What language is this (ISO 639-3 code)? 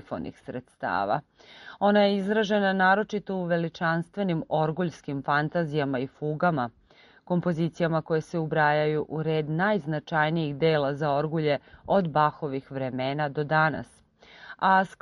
srp